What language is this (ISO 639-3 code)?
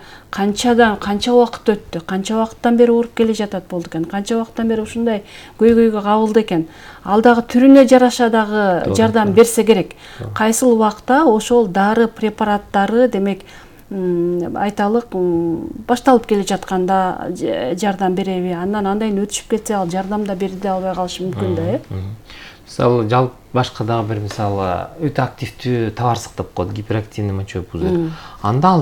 kir